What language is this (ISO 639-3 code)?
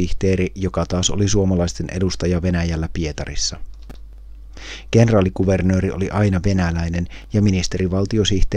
fin